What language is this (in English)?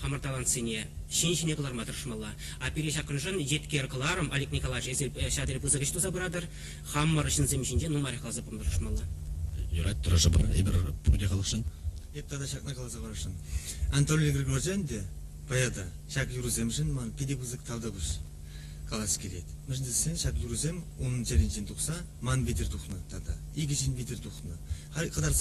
Chuvash